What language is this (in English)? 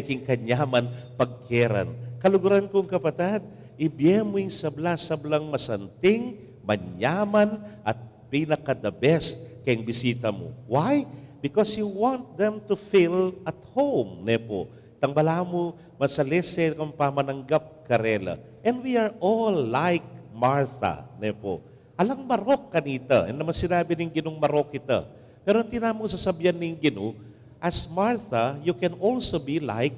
Pampanga